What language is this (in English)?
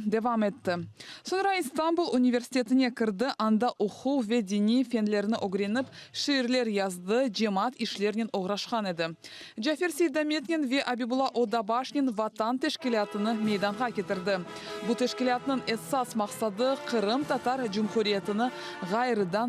Crimean Tatar